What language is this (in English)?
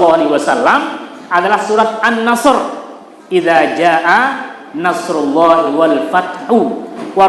Sasak